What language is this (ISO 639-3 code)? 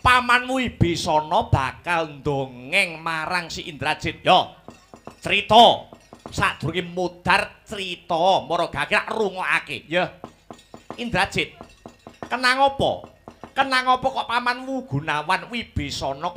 jav